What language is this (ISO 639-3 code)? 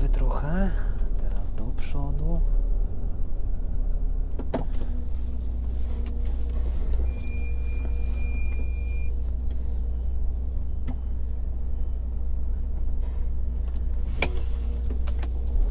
pol